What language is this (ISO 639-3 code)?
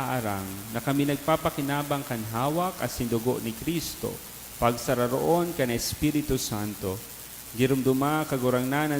bik